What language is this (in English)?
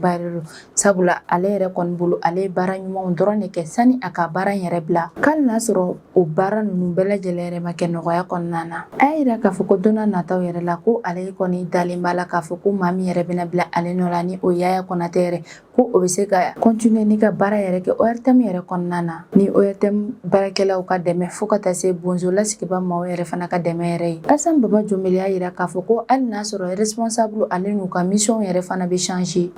Bambara